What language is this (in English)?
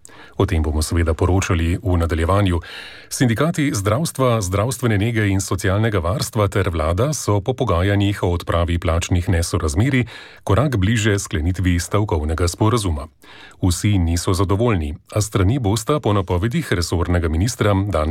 Slovenian